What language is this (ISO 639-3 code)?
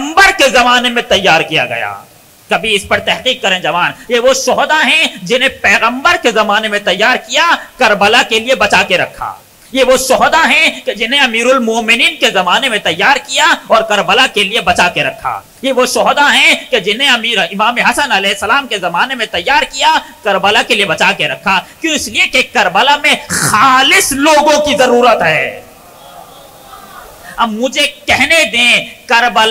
urd